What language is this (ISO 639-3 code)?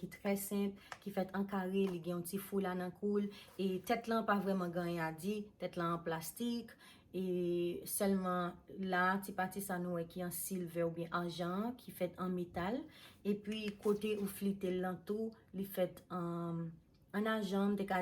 hat